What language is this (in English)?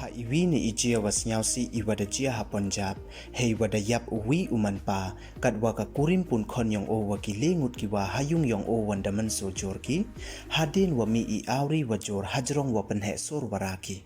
Pnar